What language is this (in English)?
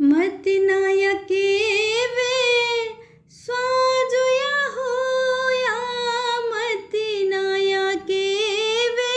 Newari